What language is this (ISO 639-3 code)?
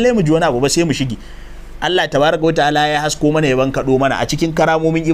hau